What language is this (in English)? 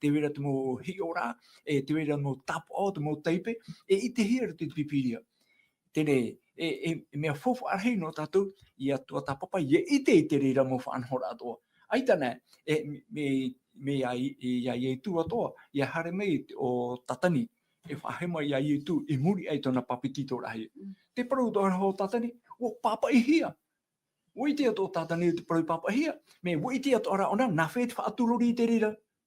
Tahitian